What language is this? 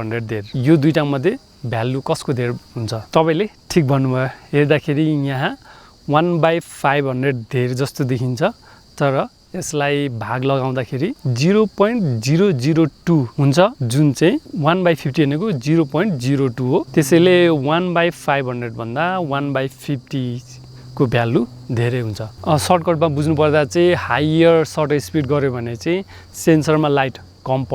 Nepali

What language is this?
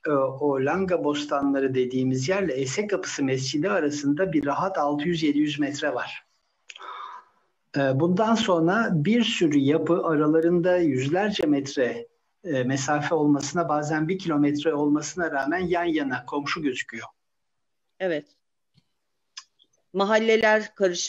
Turkish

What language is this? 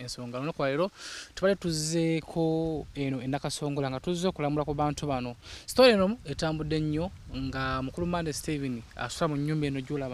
Ganda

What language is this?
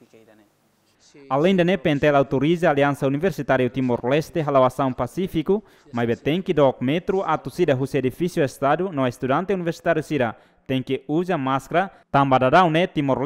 Tetum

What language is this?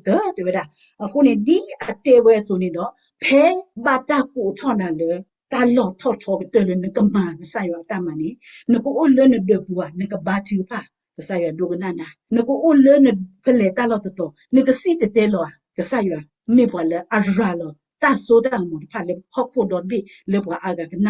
S'gaw Karen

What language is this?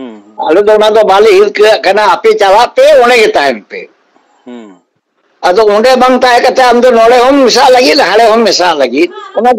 Santali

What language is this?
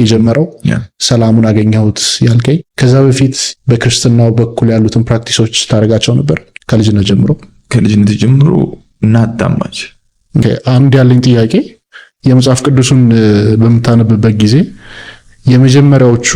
Amharic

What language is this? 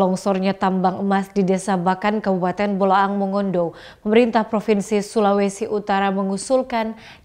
Indonesian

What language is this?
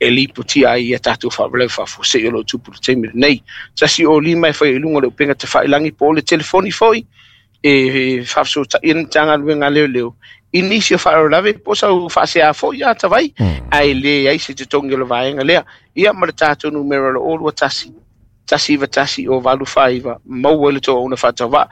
Samoan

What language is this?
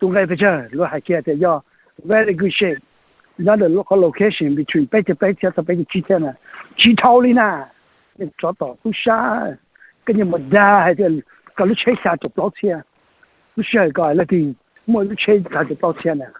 Hmong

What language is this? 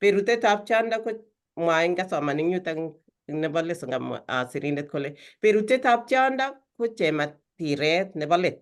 Kalenjin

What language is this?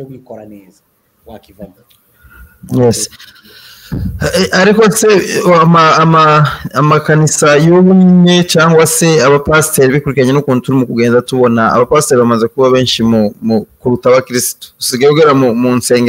Kinyarwanda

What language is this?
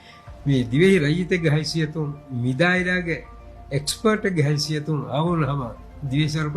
Divehi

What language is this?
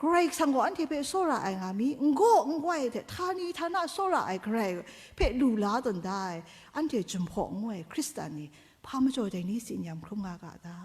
Kachin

